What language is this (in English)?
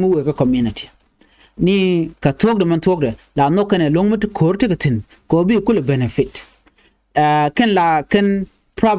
Nuer